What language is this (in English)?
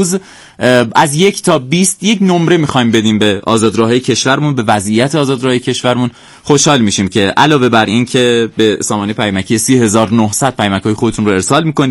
Persian